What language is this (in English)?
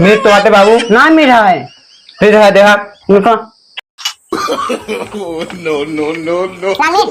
Awadhi